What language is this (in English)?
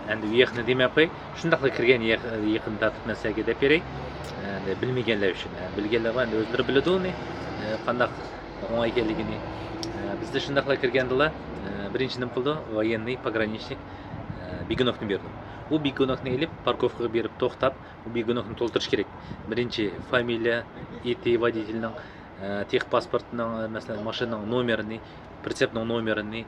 Uyghur